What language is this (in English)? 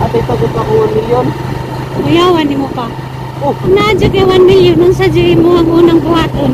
Cebuano